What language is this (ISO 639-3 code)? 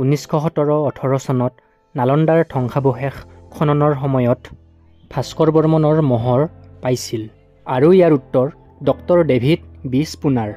asm